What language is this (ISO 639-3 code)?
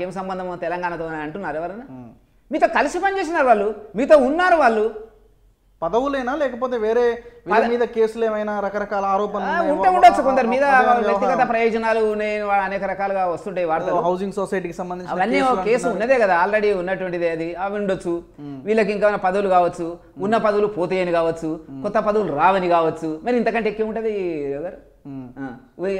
tel